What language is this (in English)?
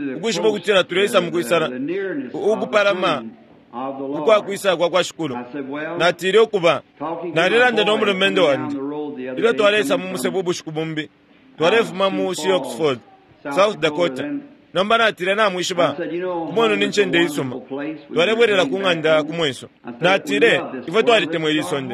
Bemba